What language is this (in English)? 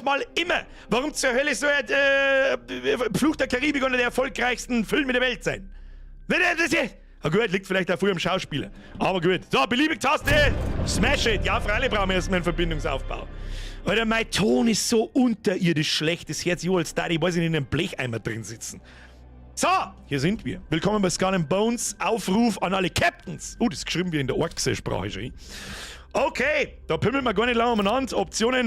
Bavarian